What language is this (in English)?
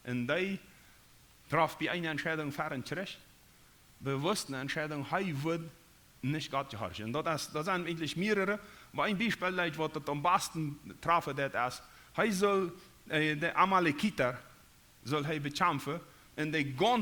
Plautdietsch